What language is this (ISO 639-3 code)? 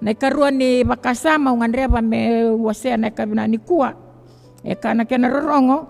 fij